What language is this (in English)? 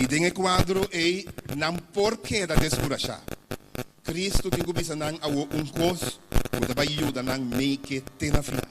Papiamento